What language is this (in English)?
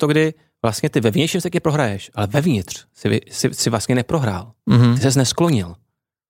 Czech